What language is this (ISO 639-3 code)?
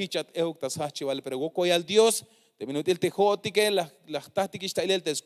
tzh